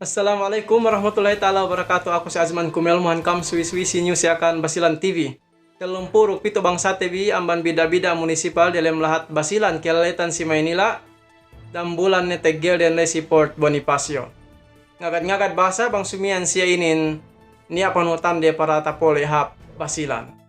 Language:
Yakan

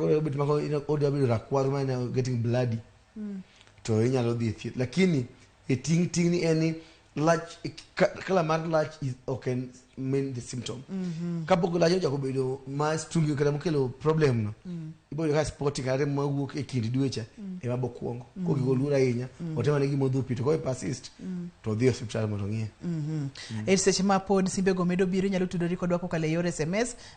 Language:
Luo (Kenya and Tanzania)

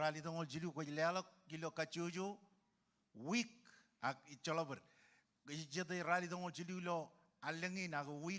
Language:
Marshallese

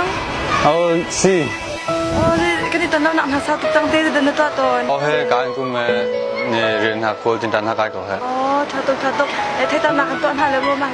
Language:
Hakha Chin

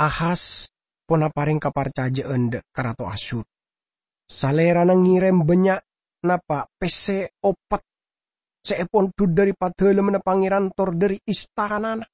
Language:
Madurese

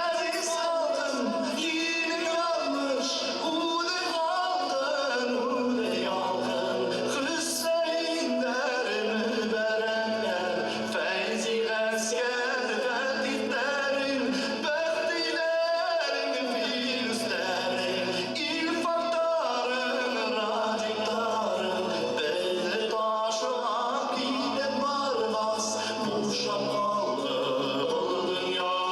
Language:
Bashkir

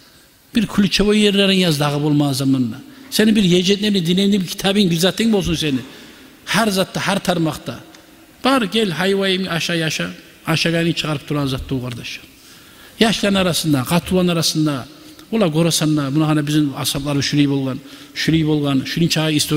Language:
Kumyk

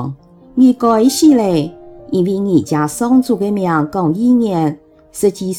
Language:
Hakka Chinese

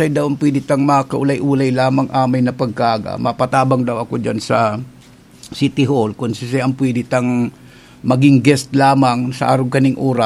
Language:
Bikol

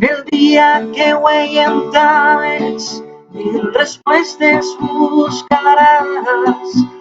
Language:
Asturian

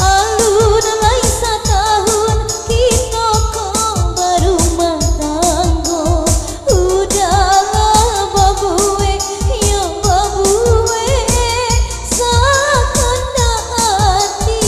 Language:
Minangkabau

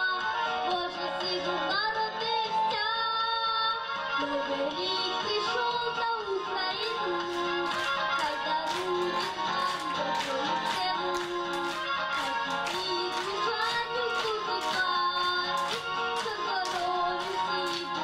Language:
Ukrainian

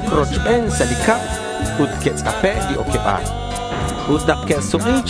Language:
Kekchí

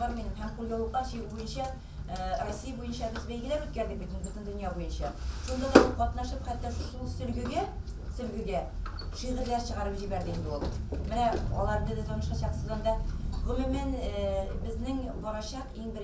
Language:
Tatar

